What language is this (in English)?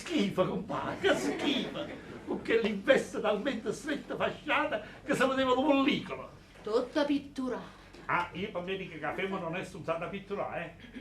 Neapolitan